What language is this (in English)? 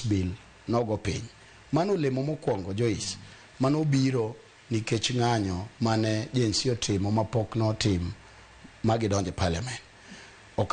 Luo (Kenya and Tanzania)